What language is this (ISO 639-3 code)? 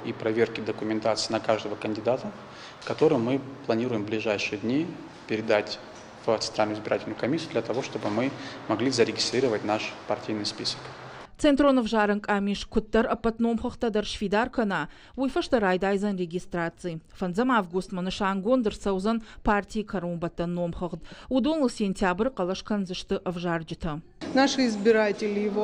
oss